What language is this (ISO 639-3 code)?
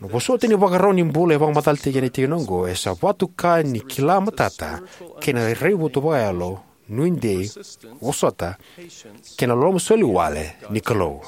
fij